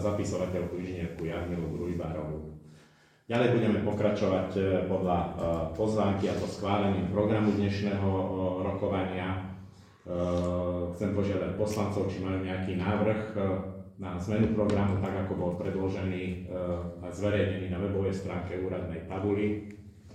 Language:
Slovak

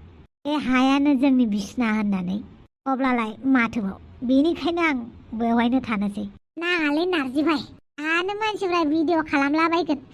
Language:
Bodo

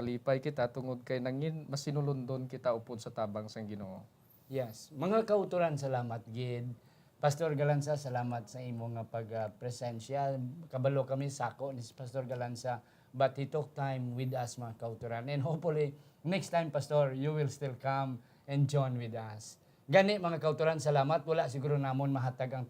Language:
Hiligaynon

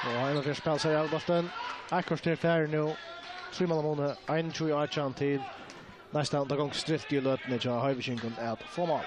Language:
Faroese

